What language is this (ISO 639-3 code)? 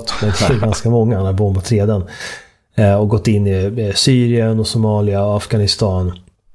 swe